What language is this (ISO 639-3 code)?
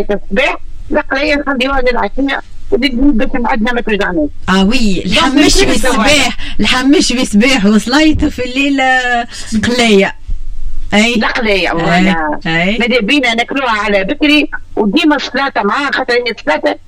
aeb